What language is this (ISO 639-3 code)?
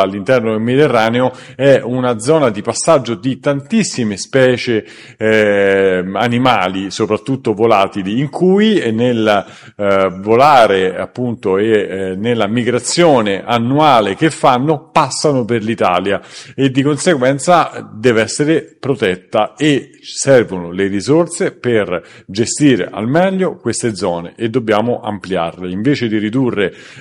ita